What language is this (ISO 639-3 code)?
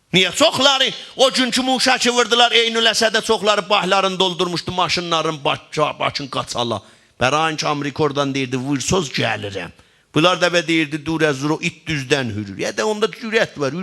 azb